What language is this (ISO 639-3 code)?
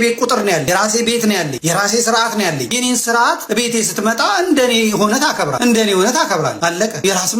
amh